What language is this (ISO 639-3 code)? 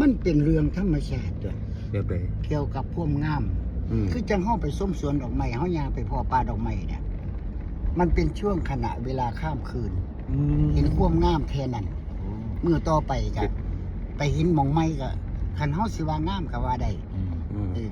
tts